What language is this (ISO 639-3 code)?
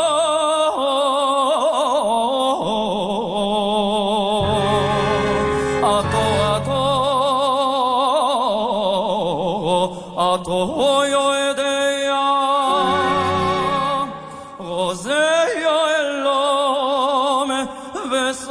heb